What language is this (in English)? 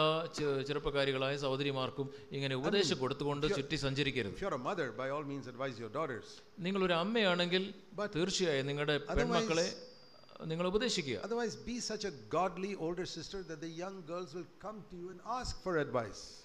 Malayalam